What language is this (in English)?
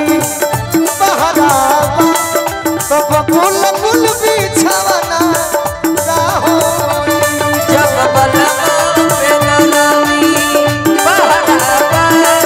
Bhojpuri